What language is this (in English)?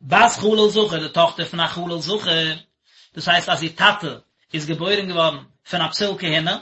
Yiddish